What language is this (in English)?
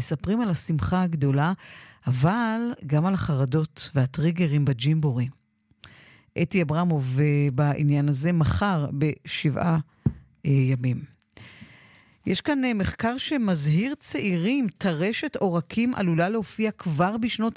Hebrew